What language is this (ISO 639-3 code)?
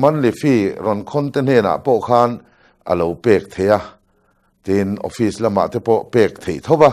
lus